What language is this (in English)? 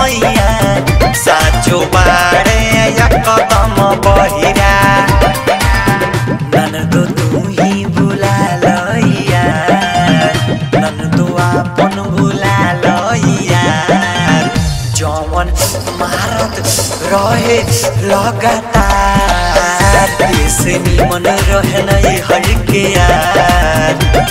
Bhojpuri